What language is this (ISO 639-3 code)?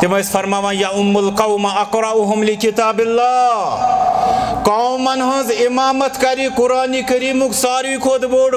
kas